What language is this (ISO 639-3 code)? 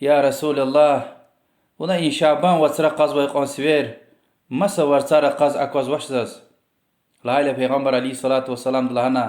lez